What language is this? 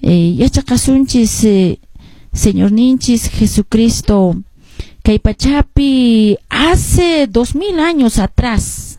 Quechua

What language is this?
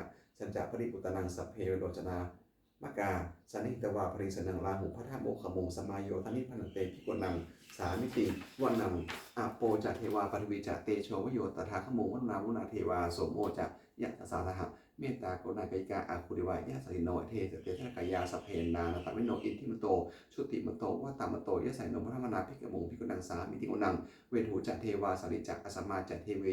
Pali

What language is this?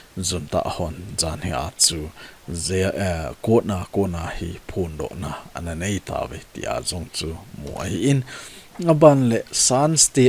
Thado Chin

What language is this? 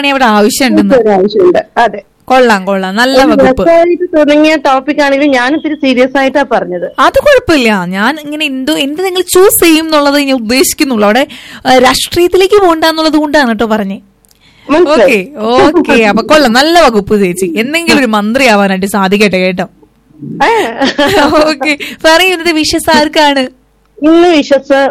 Malayalam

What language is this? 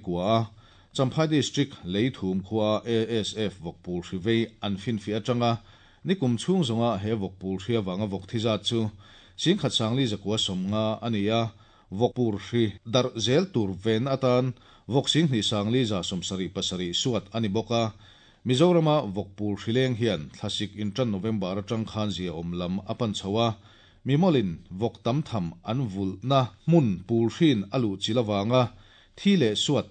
Mizo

